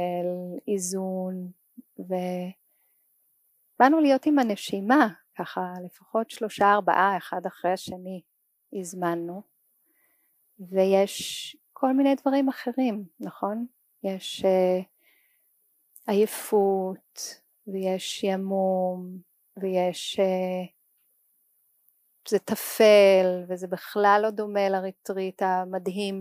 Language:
Hebrew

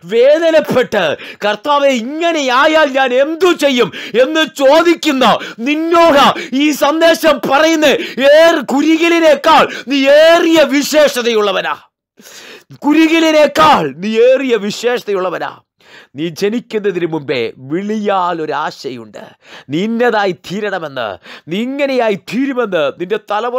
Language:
Malayalam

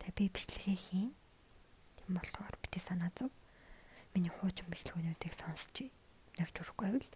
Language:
Mongolian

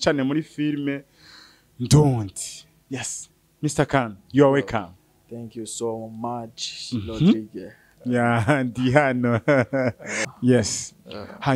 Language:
Rundi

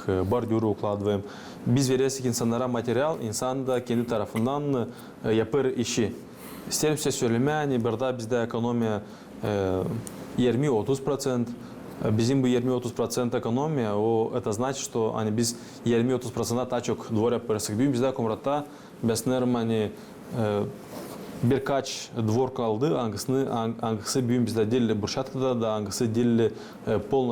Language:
Gagauz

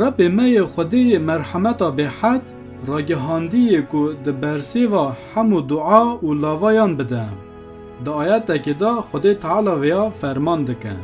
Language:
Kurdish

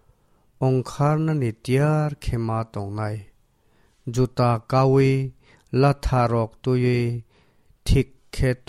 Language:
Kok Borok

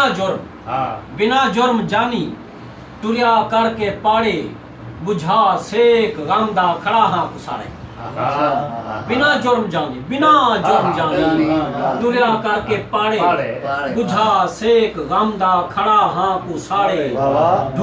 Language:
Saraiki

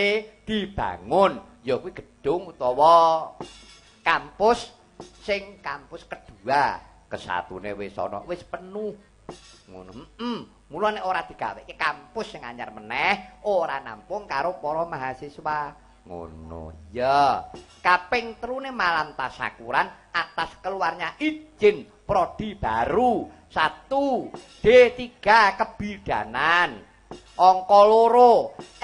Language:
Javanese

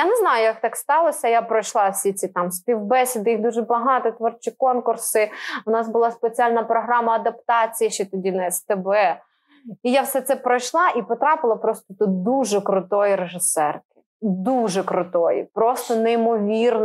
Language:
Ukrainian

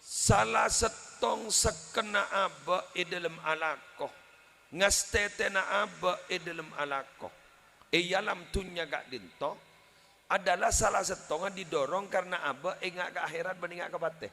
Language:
Madurese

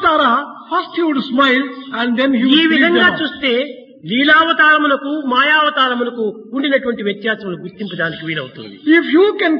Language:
Telugu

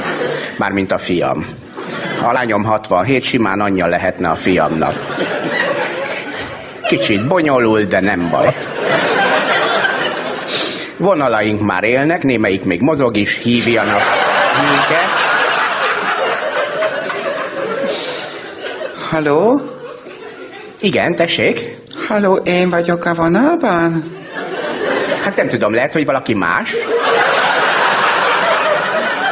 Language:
Hungarian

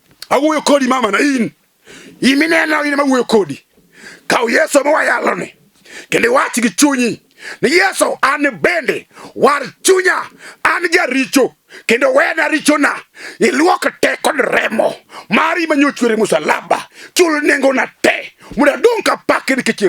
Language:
Luo (Kenya and Tanzania)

